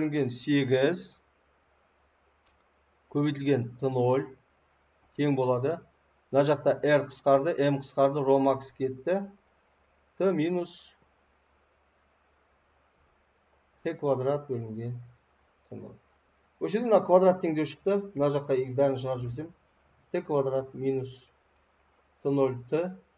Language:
Kazakh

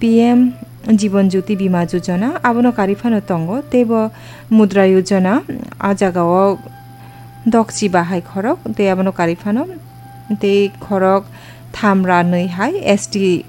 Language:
Kok Borok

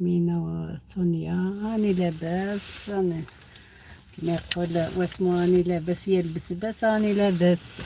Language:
Algerian Arabic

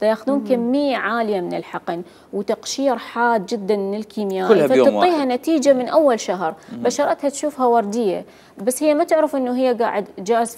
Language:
Mesopotamian Arabic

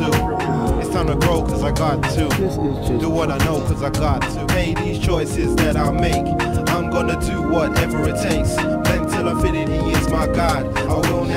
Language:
English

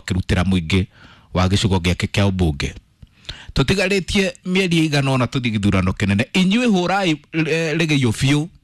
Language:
Kikuyu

